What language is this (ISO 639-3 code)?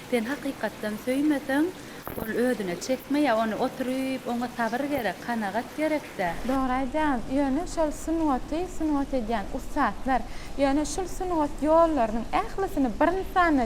tuk